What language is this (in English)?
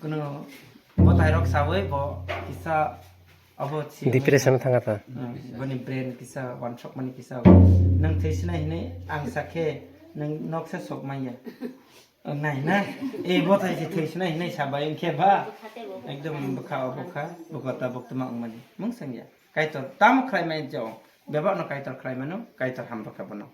Kok Borok